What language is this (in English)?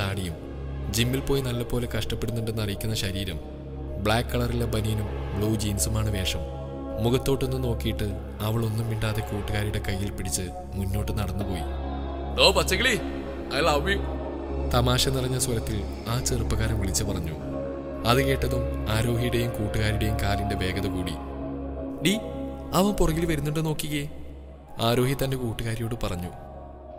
Malayalam